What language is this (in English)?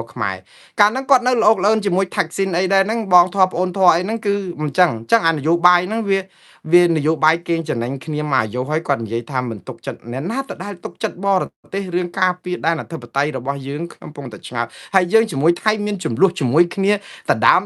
Khmer